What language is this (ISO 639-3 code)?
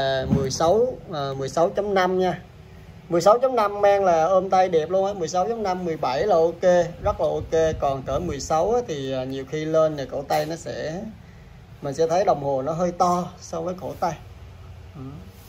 vie